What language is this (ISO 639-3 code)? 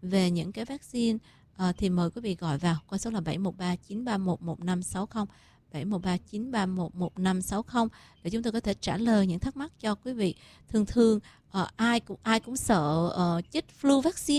vie